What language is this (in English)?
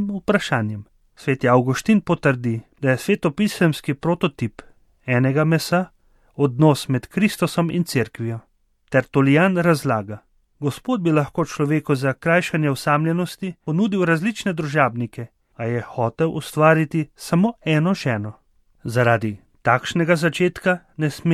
Slovenian